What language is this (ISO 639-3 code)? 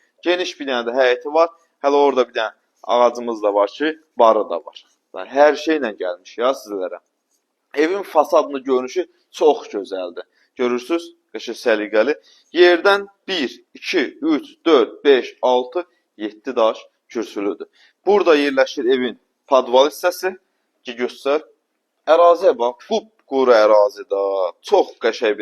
aze